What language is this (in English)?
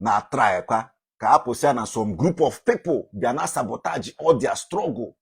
Igbo